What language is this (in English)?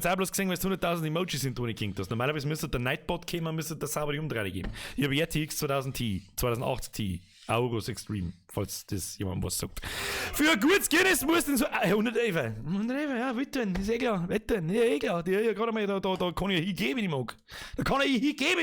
Bavarian